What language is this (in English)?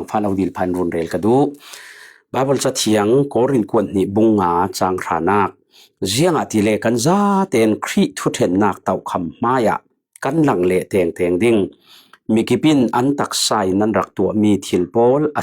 Falam Chin